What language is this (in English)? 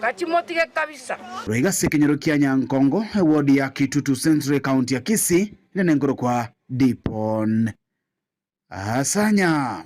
Gusii